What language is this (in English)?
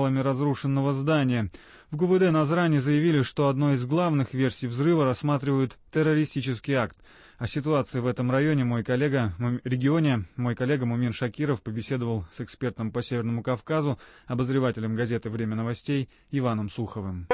Russian